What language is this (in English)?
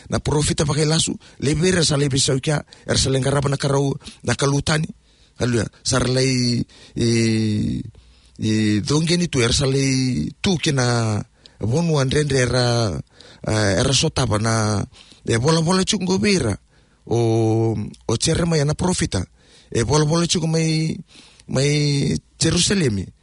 Fijian